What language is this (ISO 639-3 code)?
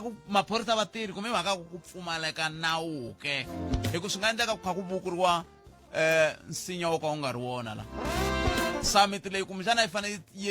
tso